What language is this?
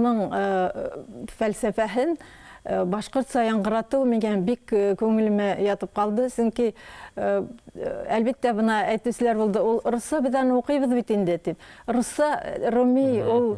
Bashkir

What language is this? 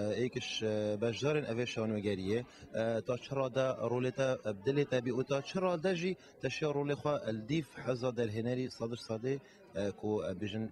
Kurdish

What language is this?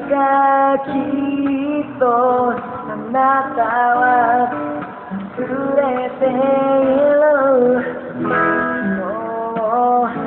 Japanese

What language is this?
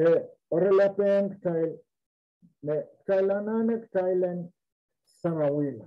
Pohnpeian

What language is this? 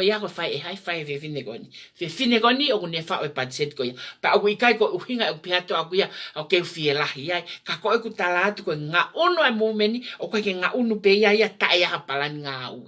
Tongan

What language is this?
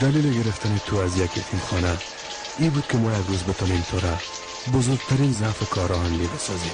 Persian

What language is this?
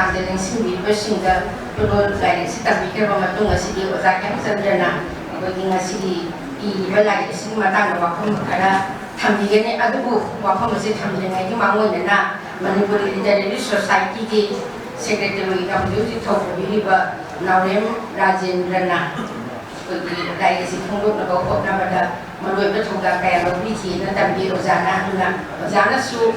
Manipuri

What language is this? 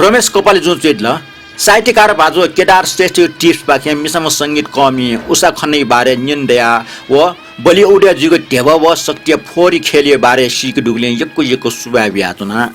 Newari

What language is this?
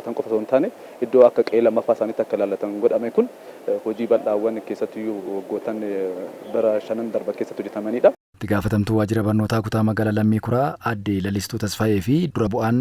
Oromo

